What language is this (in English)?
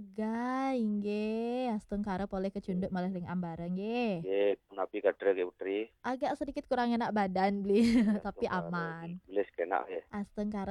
Balinese